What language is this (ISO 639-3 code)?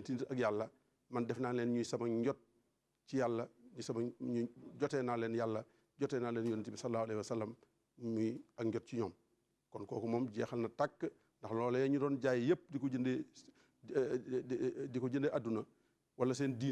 wol